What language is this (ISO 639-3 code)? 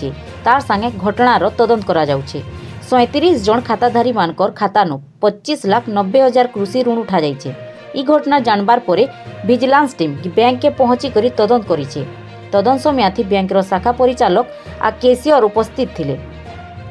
ori